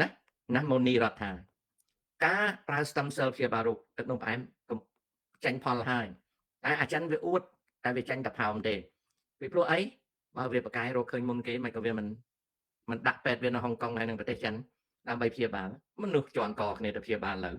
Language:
Khmer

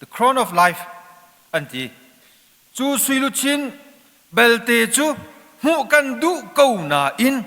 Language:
Hakha Chin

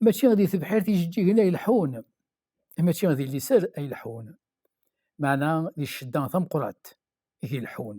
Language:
Kabyle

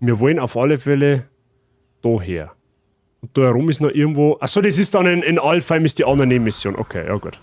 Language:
Bavarian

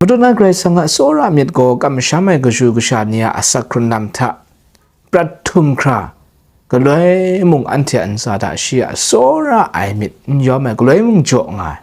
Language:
Kachin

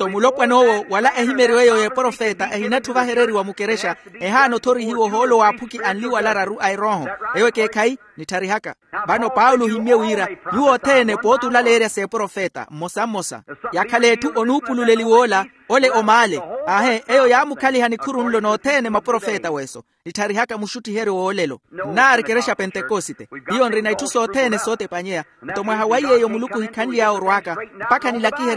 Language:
Makhuwa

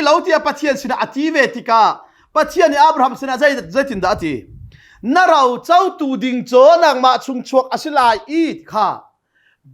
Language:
Hakha Chin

